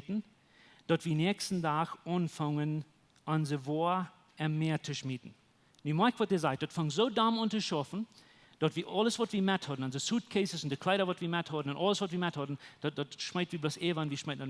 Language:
Plautdietsch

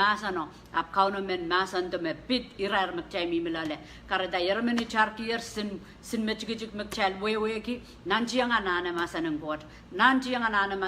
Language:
Pohnpeian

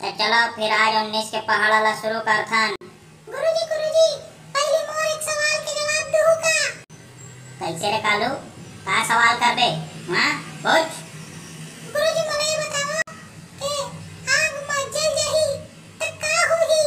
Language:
Chhattisgarhi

